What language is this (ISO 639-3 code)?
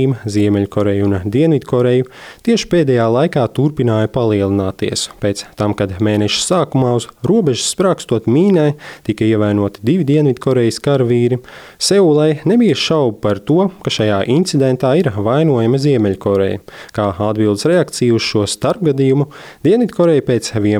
lav